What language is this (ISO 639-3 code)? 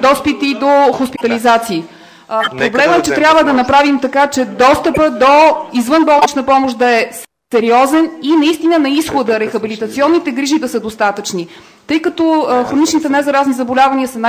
bul